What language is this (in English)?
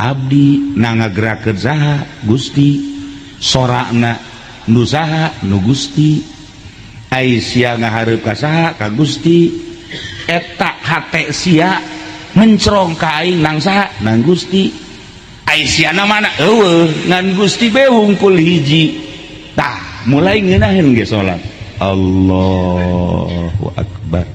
Sundanese